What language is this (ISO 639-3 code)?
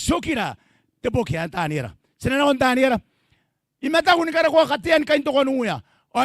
gil